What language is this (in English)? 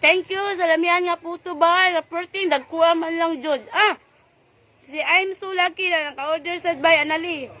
Cebuano